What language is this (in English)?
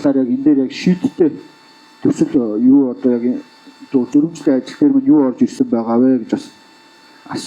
Mongolian